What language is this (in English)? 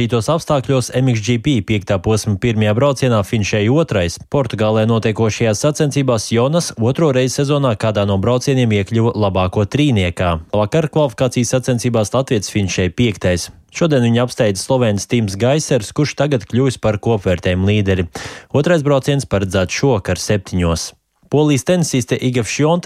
Latvian